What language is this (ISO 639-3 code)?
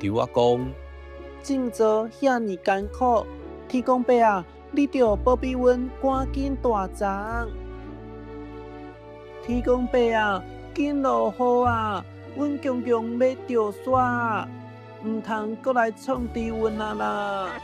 nan